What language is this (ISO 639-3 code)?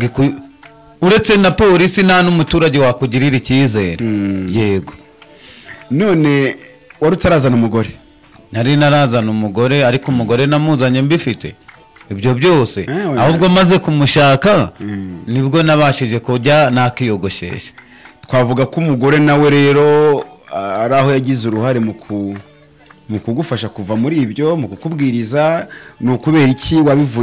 kin